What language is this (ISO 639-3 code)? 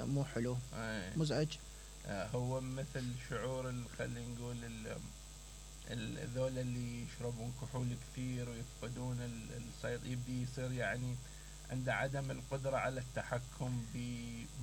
acm